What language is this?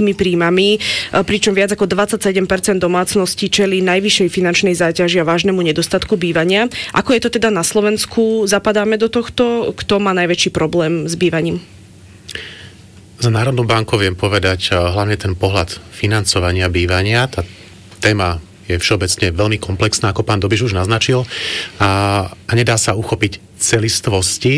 Slovak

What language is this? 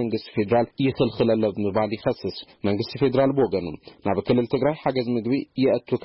Tigrinya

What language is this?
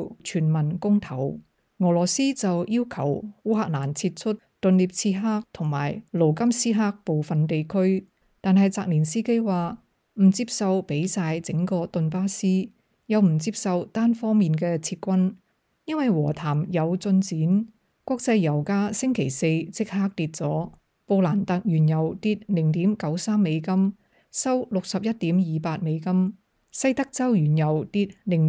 Cantonese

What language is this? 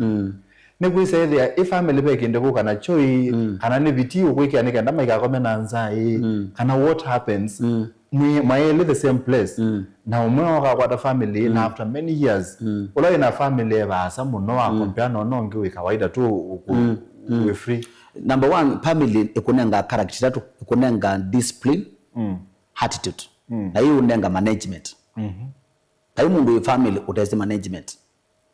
Kamba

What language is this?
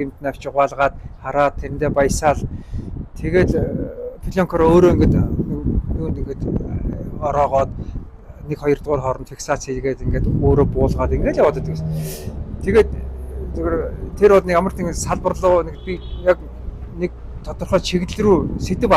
Mongolian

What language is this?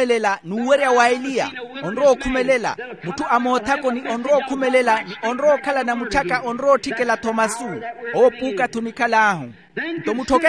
Makhuwa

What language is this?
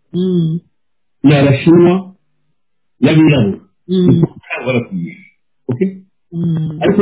Kinyarwanda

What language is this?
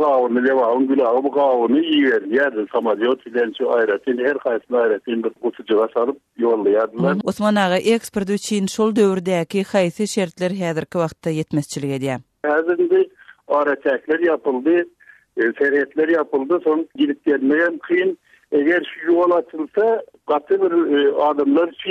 Turkmen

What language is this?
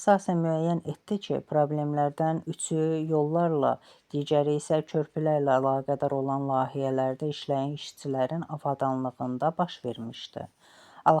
Azerbaijani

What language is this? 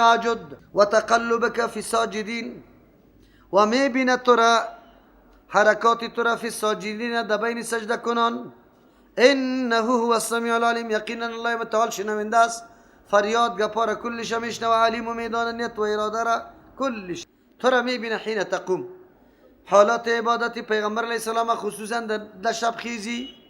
Persian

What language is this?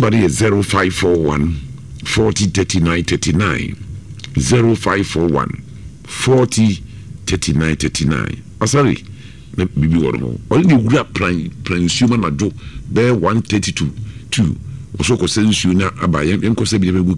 Akan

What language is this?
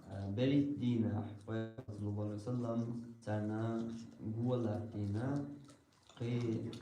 Chechen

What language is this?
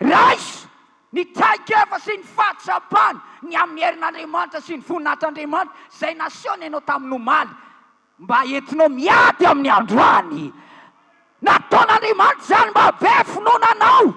Malagasy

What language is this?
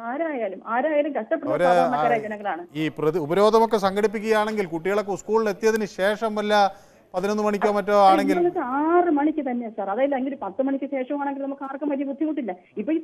Malayalam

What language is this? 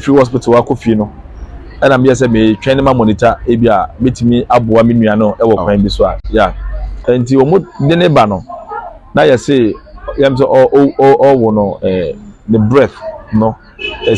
Akan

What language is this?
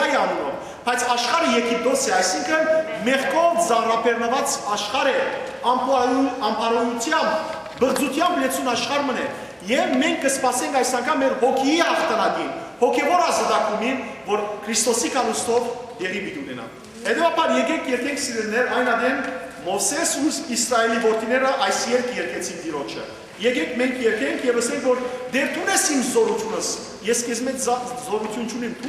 Western Armenian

